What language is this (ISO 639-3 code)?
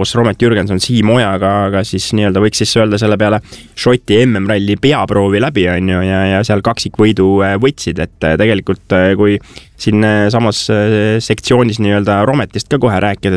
est